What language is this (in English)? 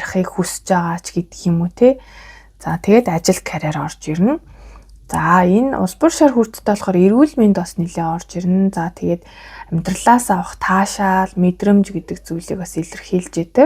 Mongolian